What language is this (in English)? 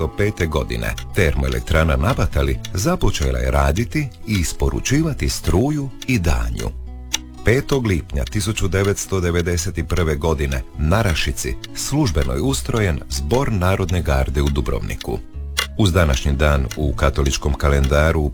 Croatian